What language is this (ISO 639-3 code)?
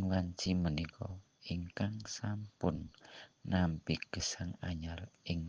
jav